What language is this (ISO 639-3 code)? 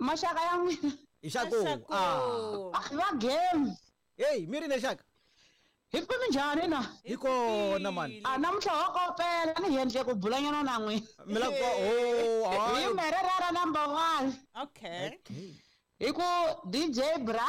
tso